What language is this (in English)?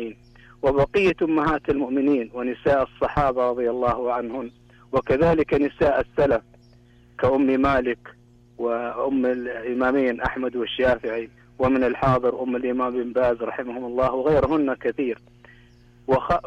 Arabic